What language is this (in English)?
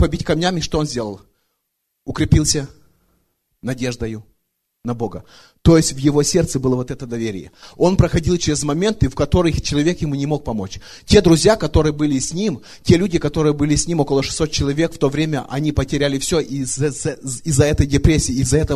Russian